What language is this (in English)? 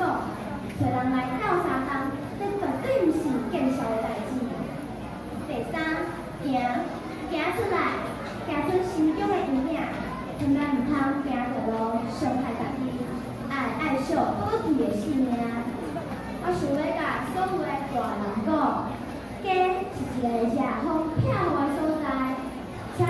Min Nan Chinese